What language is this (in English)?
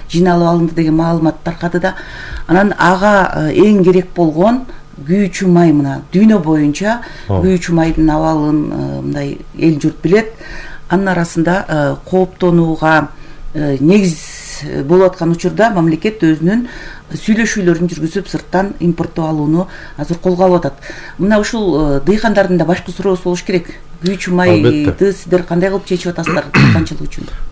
Kyrgyz